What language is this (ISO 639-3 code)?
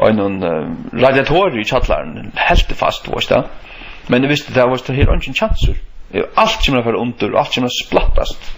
fao